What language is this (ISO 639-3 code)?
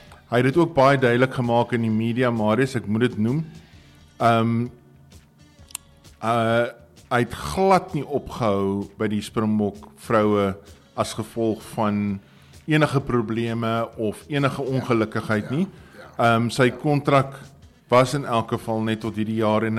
afr